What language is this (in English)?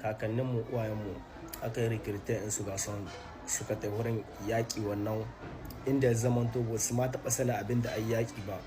Hausa